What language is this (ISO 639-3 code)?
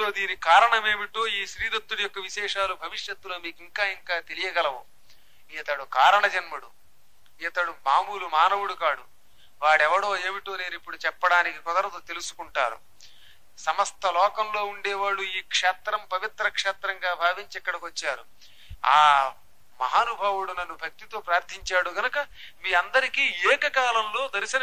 tel